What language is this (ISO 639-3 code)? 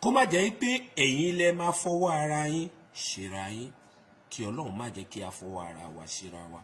yor